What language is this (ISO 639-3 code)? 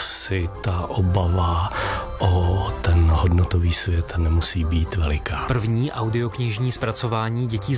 ces